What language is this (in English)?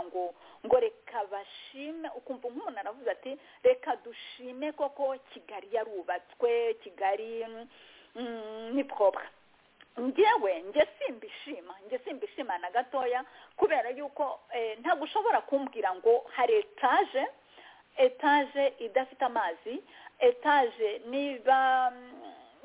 Kinyarwanda